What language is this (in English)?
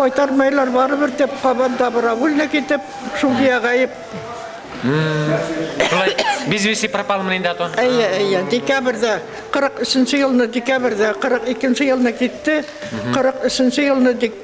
Bashkir